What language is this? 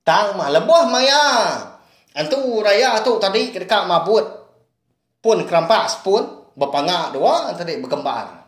Iban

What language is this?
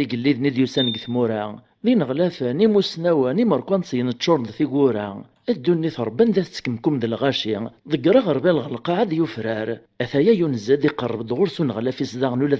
Kabyle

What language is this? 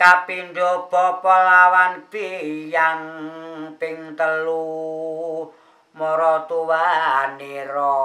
Javanese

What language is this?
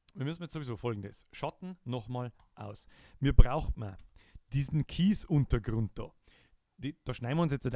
Bavarian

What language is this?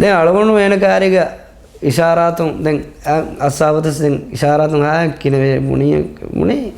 Divehi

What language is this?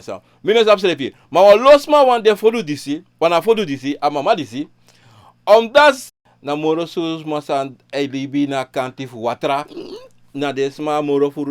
Sranan Tongo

